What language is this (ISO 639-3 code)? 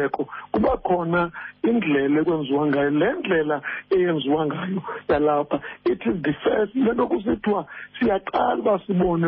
xho